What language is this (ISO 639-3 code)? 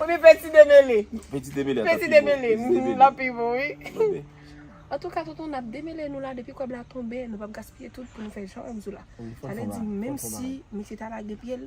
hat